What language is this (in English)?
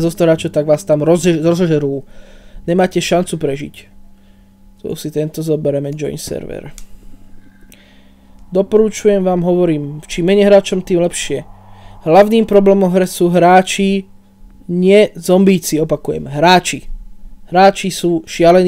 Slovak